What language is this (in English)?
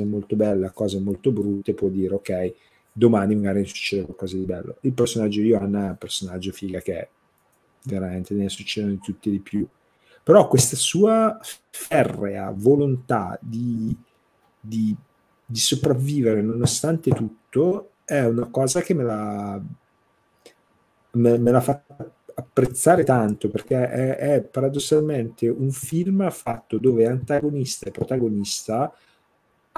Italian